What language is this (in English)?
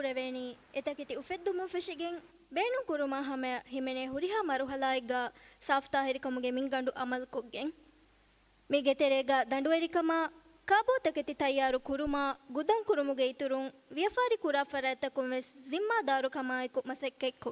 Divehi